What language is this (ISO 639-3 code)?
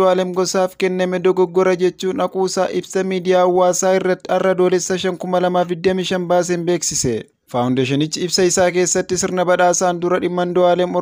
orm